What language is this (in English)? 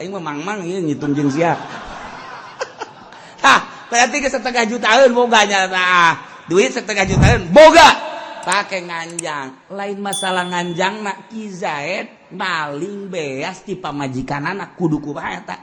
Sundanese